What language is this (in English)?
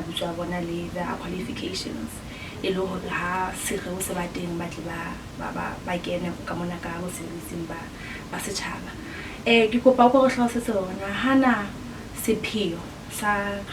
Southern Sotho